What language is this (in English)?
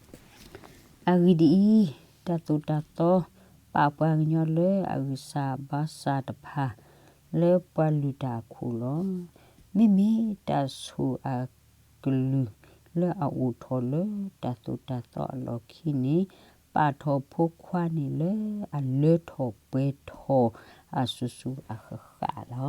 S'gaw Karen